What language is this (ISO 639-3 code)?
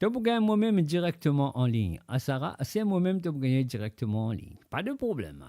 mfe